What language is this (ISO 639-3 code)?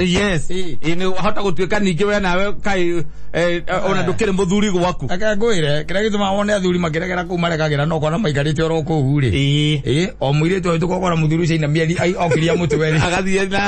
kik